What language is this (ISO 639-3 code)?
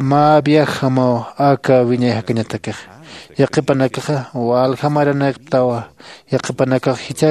aym